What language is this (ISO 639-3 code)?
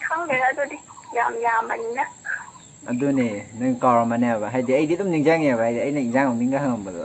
mni